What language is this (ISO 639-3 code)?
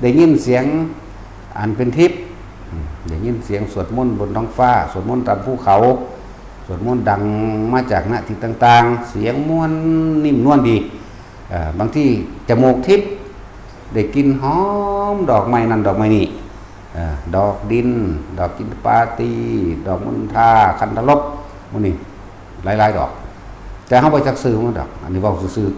lao